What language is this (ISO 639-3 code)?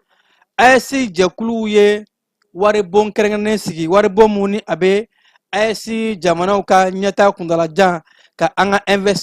bam